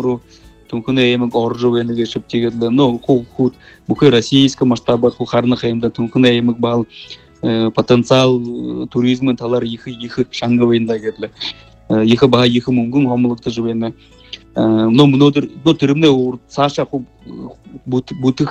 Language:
Buriat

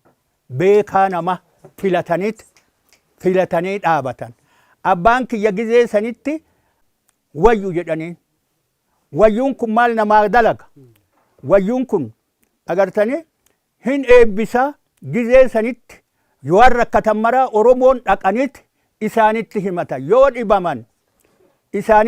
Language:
Oromo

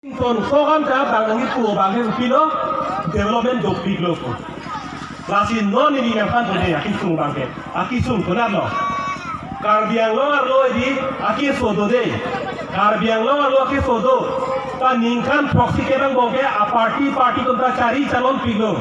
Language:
Karbi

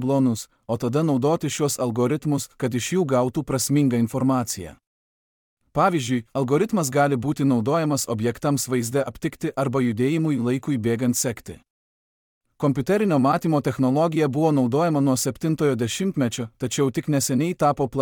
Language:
Lithuanian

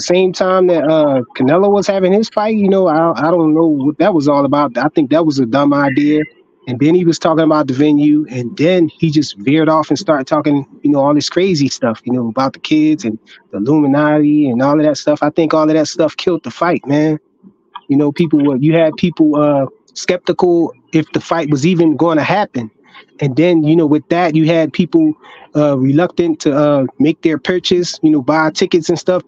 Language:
English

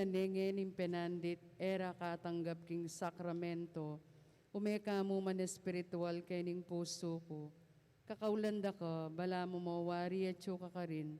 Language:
Pampanga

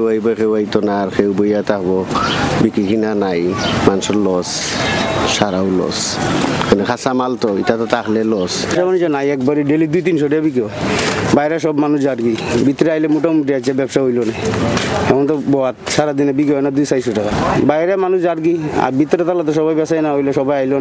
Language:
Sylheti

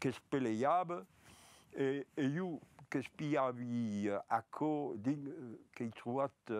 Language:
Occitan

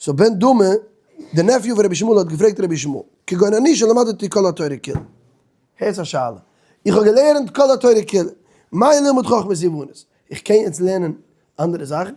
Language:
Yiddish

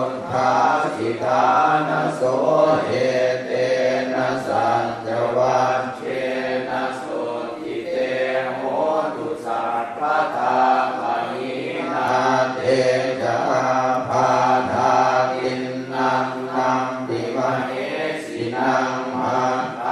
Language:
Pali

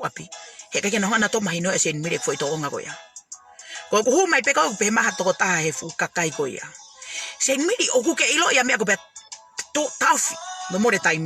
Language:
Tongan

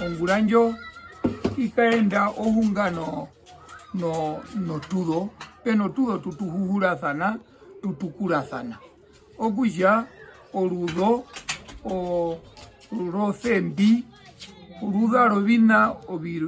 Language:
Herero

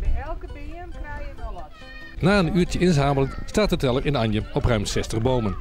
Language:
Western Frisian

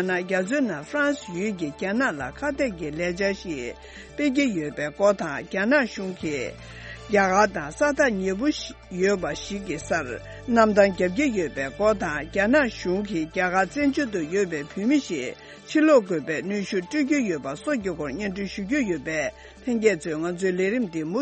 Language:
Tibetan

